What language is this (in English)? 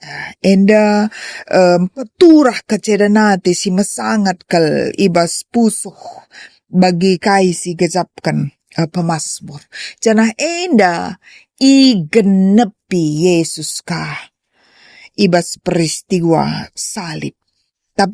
Batak Karo